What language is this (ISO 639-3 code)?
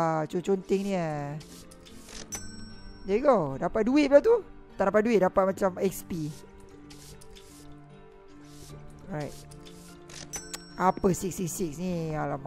msa